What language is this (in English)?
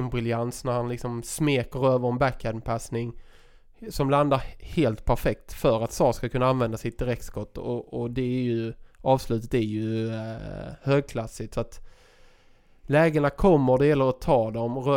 Swedish